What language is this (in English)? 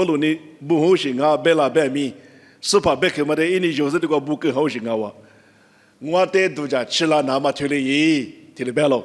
Lisu